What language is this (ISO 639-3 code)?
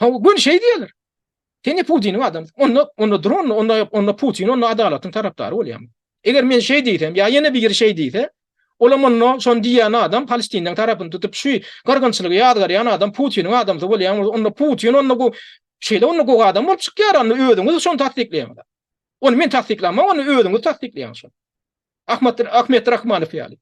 tuk